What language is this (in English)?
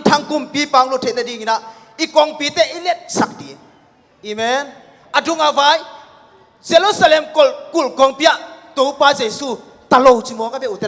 Tedim Chin